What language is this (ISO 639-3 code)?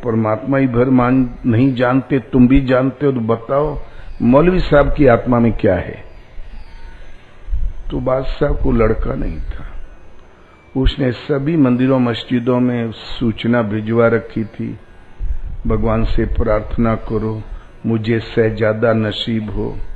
hin